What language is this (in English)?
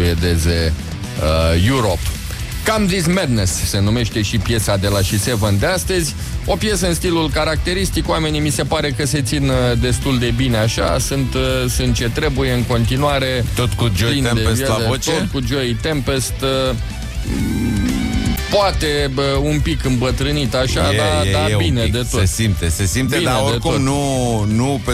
Romanian